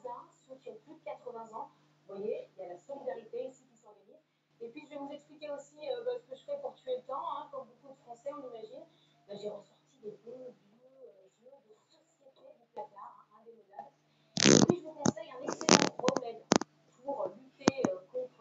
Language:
French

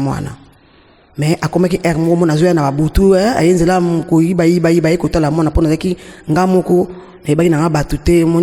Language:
Lingala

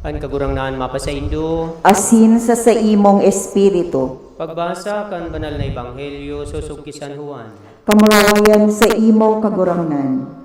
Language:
Bikol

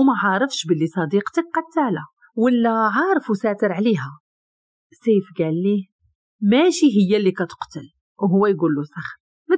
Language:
Moroccan Arabic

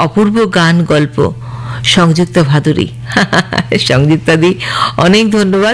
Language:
Bangla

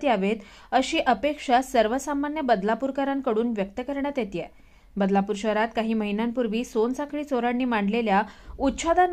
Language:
Marathi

